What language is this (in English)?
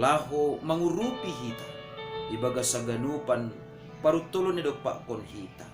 Batak Simalungun